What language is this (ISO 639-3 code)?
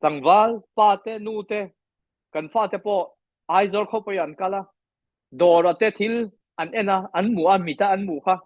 lus